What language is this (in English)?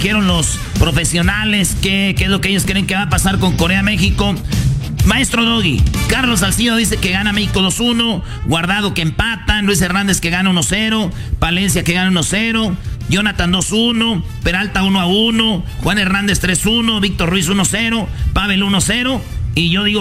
Spanish